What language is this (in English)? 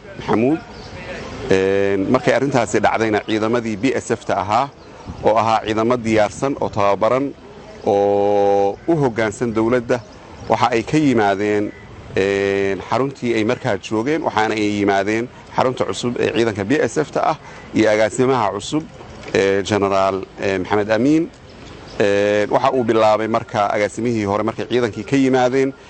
Somali